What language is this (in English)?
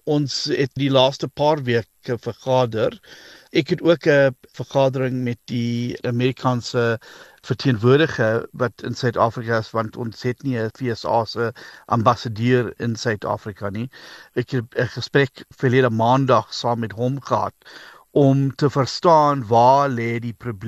Afrikaans